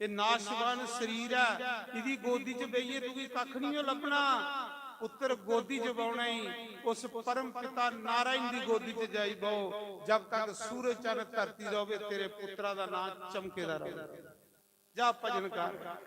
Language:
Dogri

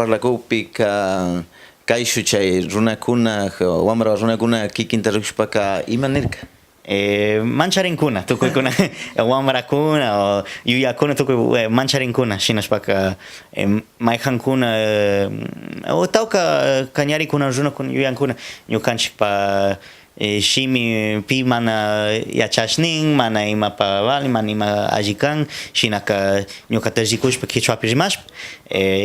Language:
Cañar Highland Quichua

